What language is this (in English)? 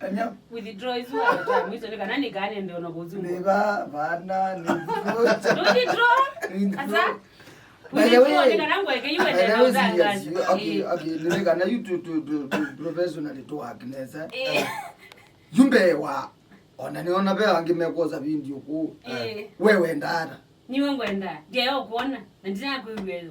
Kamba